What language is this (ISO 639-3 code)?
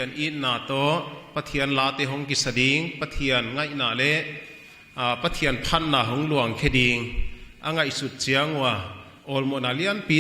pck